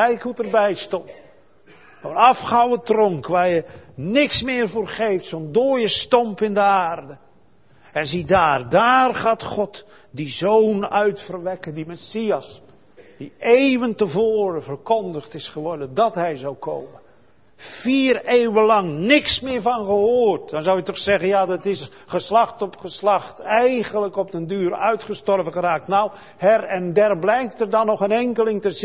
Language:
Dutch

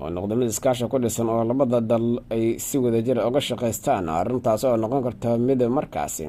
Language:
Somali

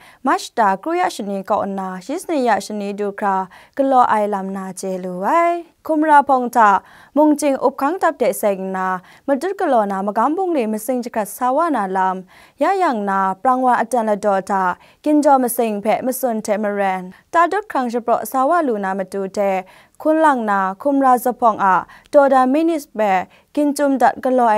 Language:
Kachin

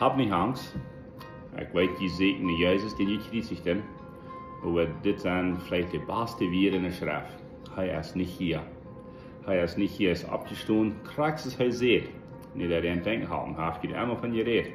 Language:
Plautdietsch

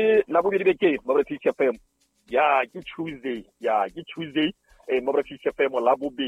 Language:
Southern Sotho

